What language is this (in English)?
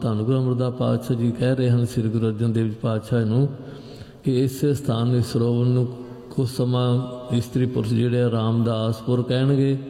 Punjabi